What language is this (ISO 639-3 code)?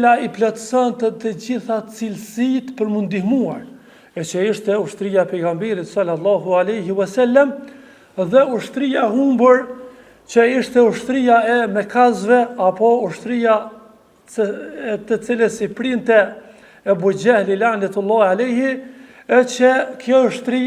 sqi